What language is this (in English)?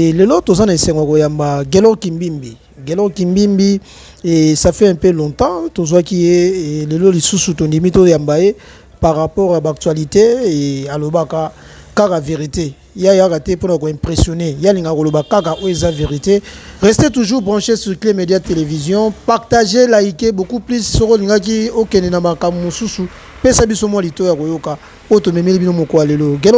Lingala